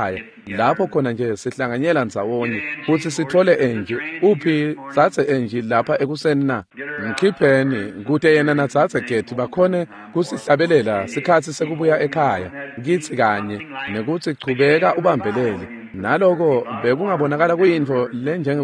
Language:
Swati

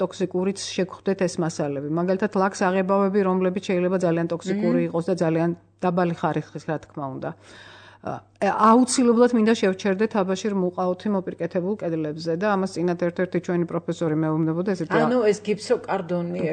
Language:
Georgian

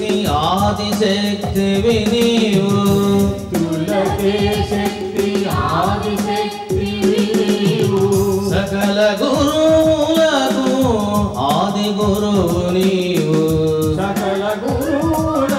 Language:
Telugu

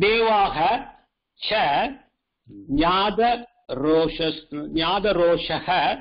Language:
Sanskrit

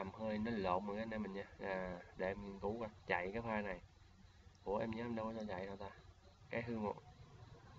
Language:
Vietnamese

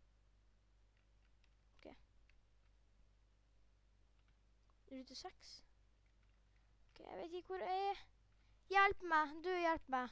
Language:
Norwegian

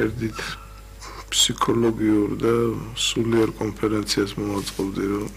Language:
Georgian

